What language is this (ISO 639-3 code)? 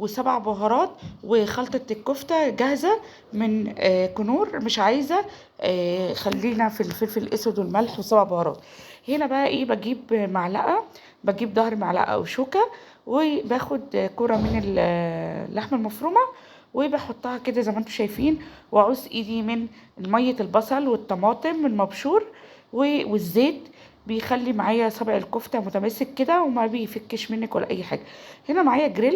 arz